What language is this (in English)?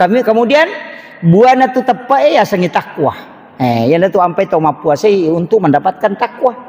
Buginese